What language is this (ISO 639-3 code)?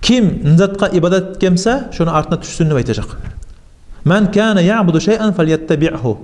kum